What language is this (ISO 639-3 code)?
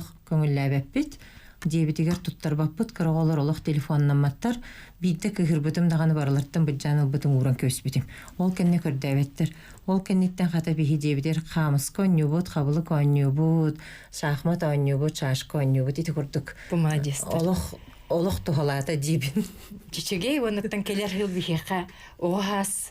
sah